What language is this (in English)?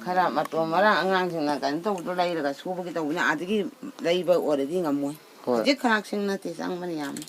Manipuri